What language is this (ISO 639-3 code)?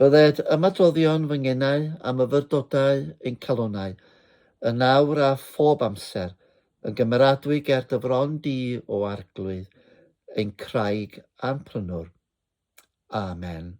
cym